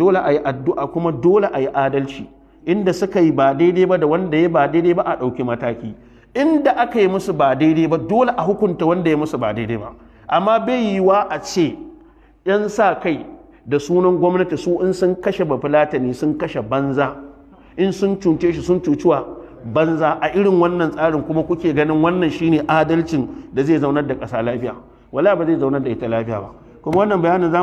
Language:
Hausa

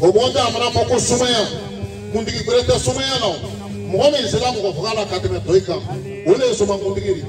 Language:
Bambara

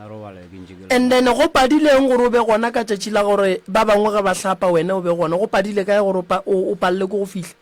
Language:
Northern Sotho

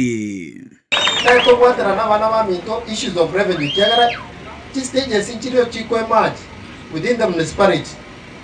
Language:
Gusii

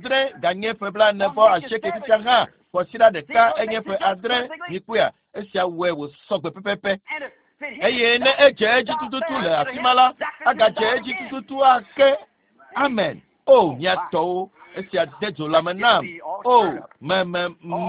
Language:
Ewe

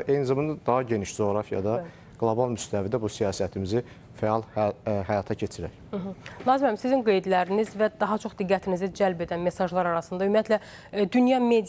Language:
Azerbaijani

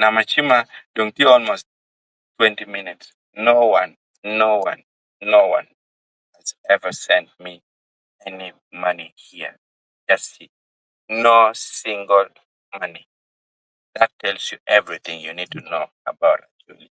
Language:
Acoli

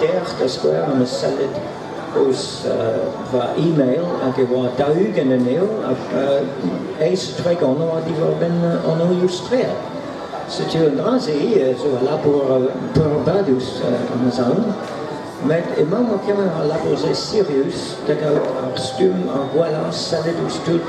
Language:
Breton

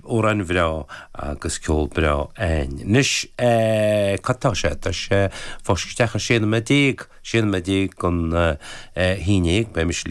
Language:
Irish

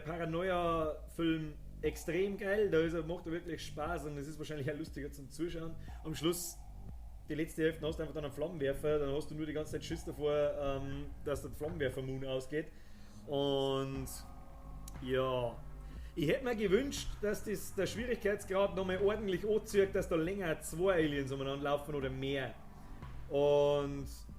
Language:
Bavarian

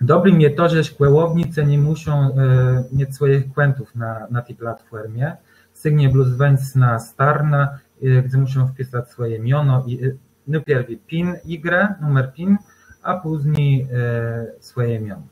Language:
Kashubian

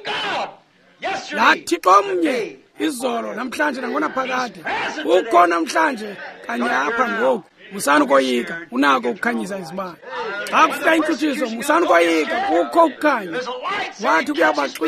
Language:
Xhosa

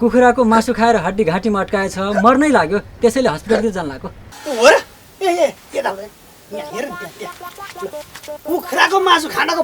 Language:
Nepali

